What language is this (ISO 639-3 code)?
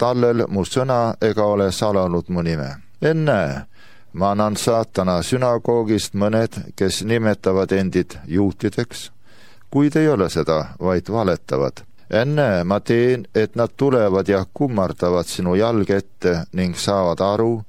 est